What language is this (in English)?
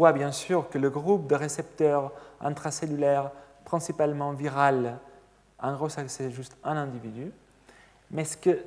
French